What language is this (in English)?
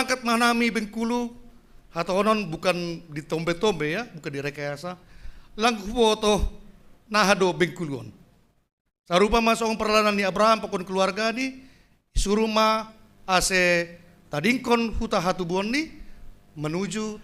Batak Simalungun